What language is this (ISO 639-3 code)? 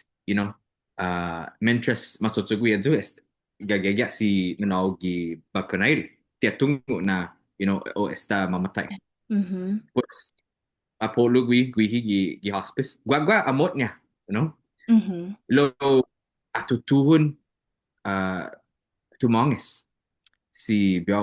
cha